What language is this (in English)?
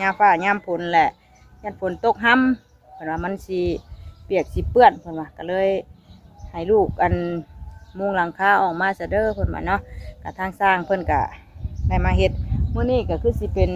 Northeastern Thai